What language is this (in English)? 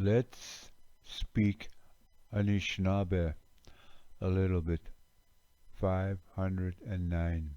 Ojibwa